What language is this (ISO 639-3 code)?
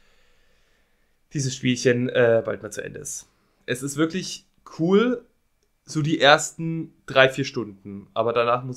deu